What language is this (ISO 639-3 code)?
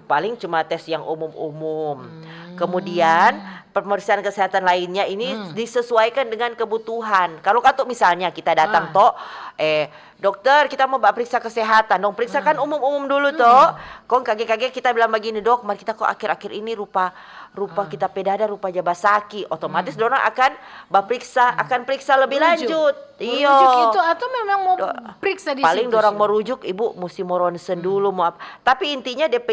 xmm